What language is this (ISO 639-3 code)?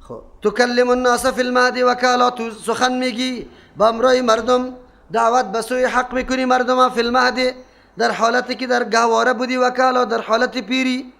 fas